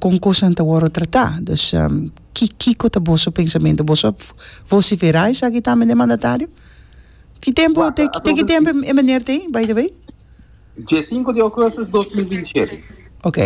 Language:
Papiamento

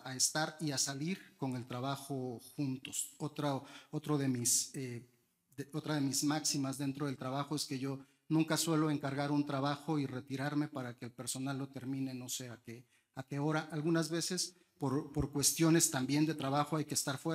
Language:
Spanish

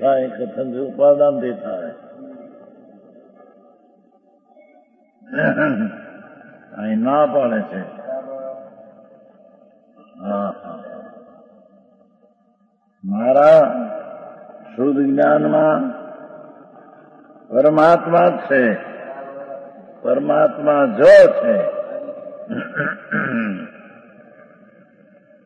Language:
Gujarati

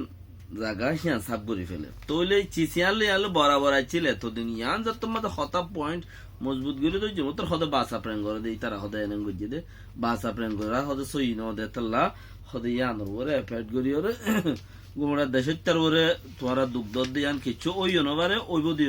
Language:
Rohingya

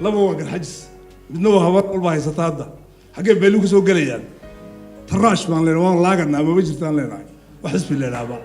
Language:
Somali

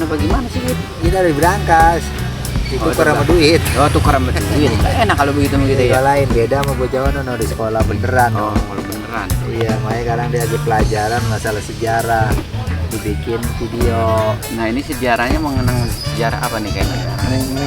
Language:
Betawi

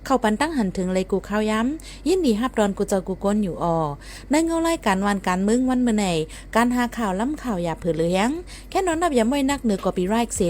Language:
Shan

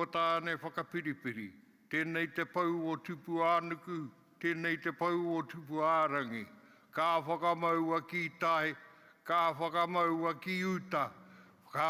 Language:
Māori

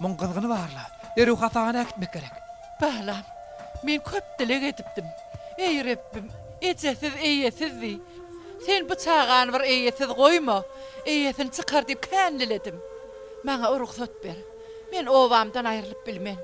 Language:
Turkmen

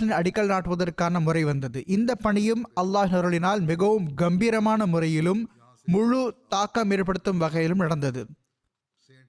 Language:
Tamil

